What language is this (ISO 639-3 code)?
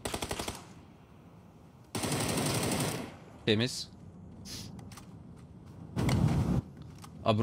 tur